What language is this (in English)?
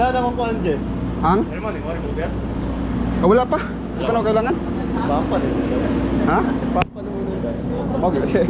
Cebuano